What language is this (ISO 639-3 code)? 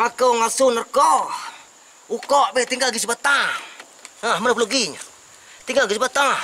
min